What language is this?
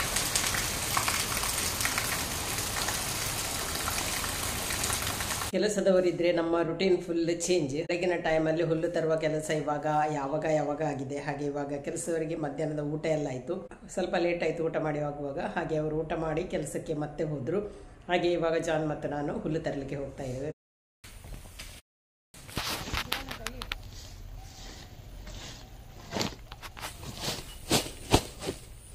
Kannada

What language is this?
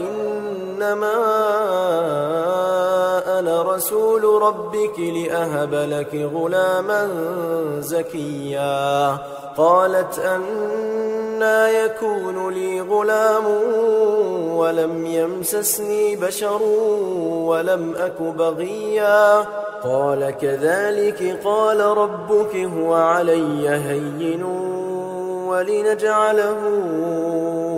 Arabic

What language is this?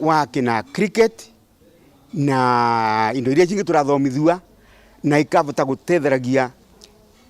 Meru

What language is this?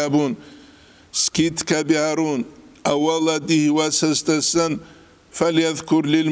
Avaric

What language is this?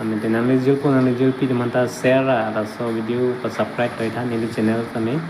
Karbi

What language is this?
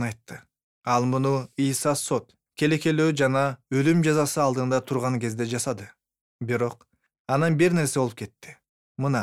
Kyrgyz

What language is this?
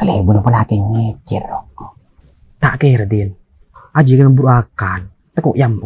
Madurese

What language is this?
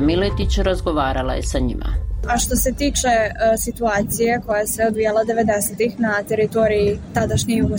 Bosnian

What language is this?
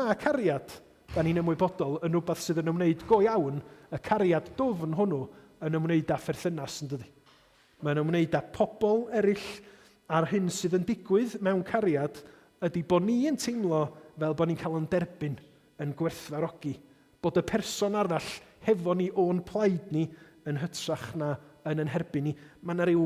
Welsh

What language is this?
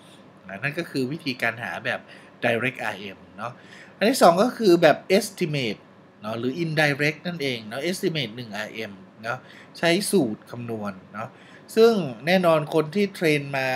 Thai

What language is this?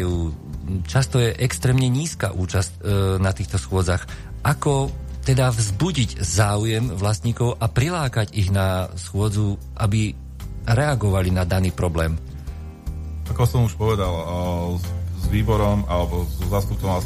Slovak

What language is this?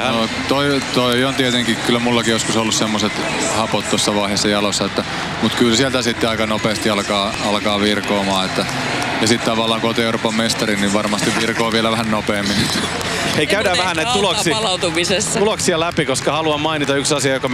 Finnish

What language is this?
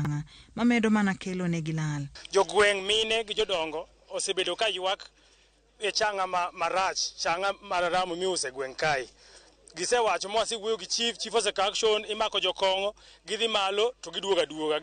Luo (Kenya and Tanzania)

